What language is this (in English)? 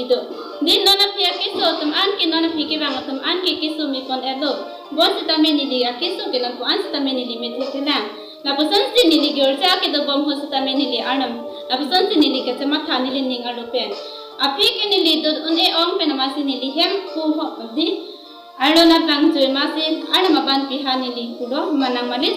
Karbi